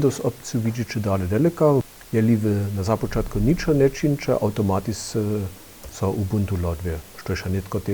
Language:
Upper Sorbian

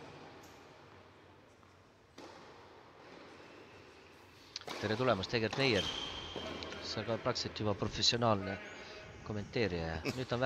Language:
Estonian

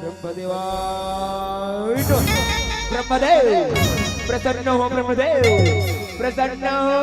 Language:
Chhattisgarhi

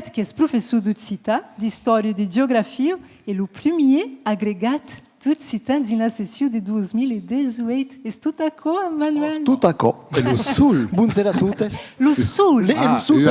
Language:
Occitan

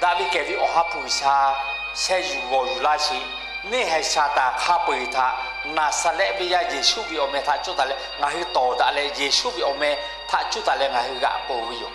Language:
Lahu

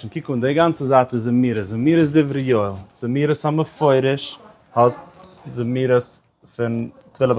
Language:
Yiddish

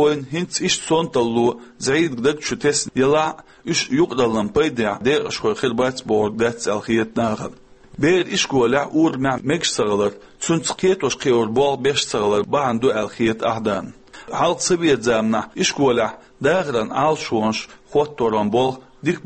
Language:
Chechen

